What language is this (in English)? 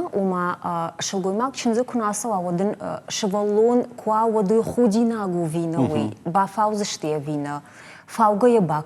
Ossetic